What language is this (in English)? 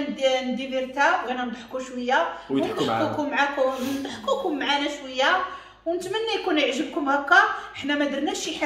Moroccan Arabic